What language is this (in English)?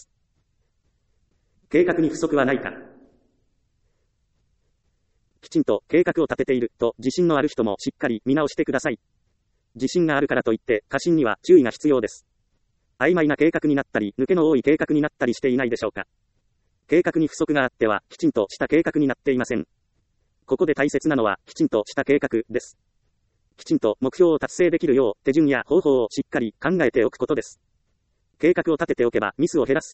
Japanese